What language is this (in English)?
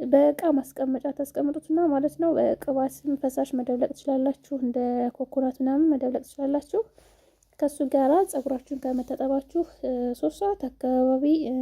Amharic